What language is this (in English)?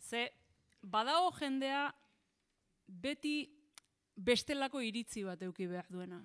Basque